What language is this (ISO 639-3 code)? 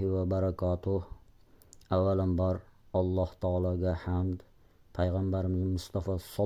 uzb